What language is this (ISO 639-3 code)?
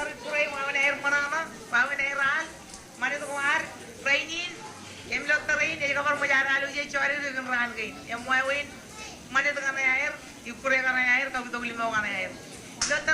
mah